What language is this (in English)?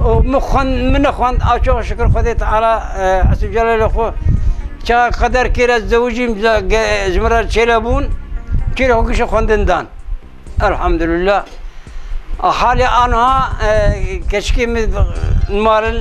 Kurdish